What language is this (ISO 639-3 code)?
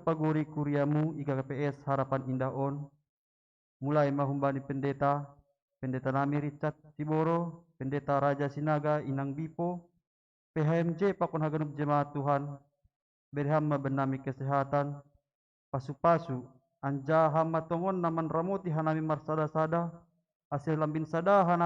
bts